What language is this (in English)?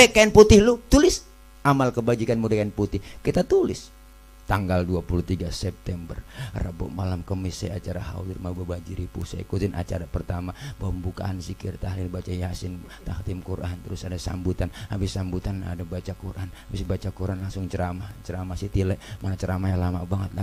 Betawi